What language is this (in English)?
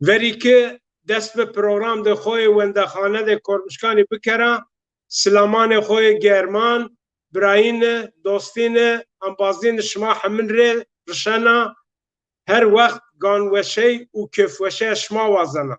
Zaza